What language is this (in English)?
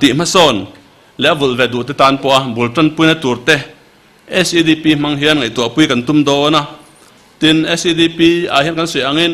Mizo